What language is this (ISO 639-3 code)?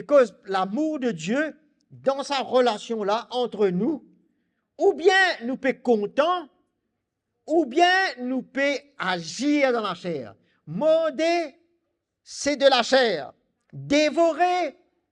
mfe